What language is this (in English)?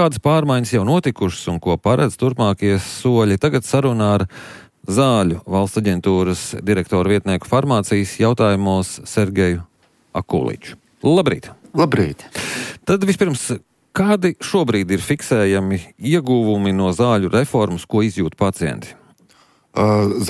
Latvian